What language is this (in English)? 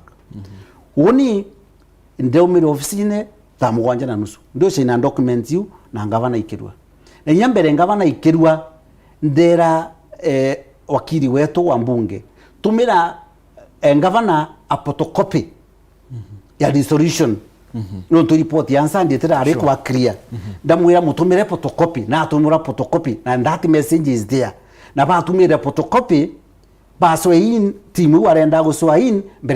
Meru